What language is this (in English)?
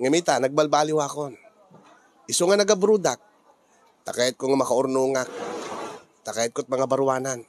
Iloko